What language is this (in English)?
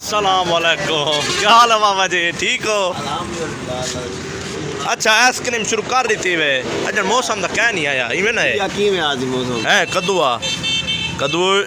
Saraiki